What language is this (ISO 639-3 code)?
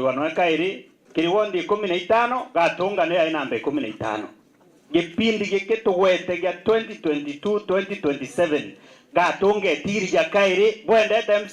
mer